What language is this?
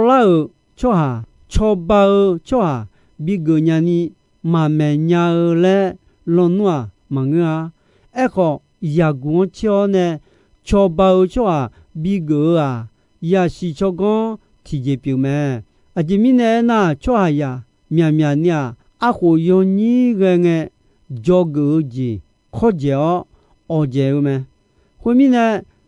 Akha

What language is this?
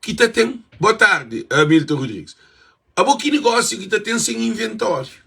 Kabuverdianu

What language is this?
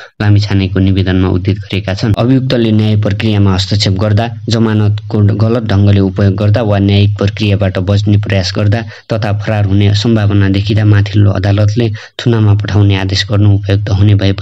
Nepali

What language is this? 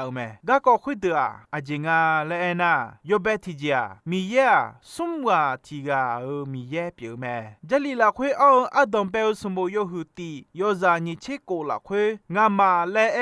Akha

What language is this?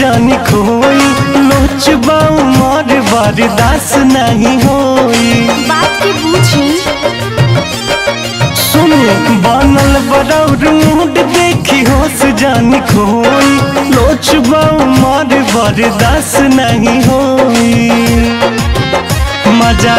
Bhojpuri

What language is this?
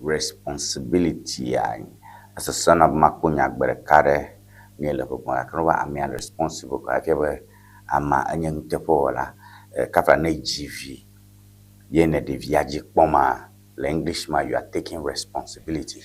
Ewe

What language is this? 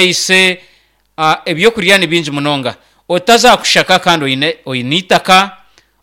Nyankole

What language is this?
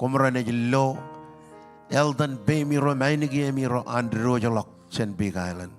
Marshallese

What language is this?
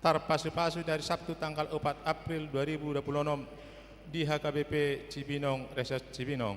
Batak Toba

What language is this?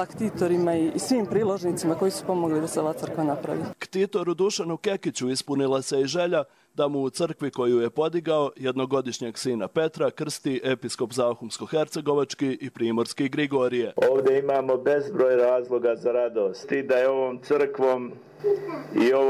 Bosnian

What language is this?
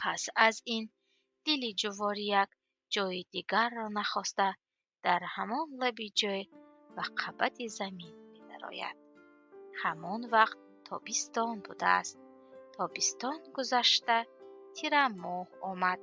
Tajik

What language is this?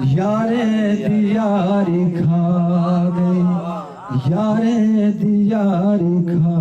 Saraiki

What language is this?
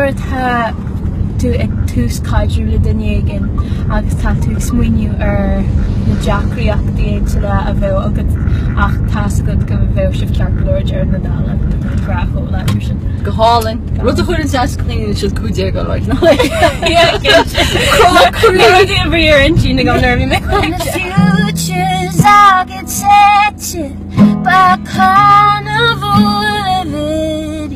Irish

